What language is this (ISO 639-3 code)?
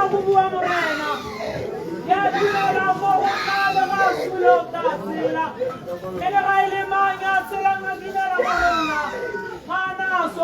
tsn